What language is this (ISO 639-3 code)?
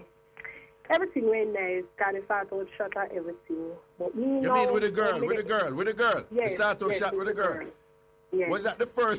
jam